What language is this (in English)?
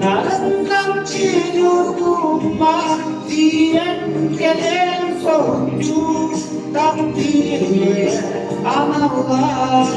Yakut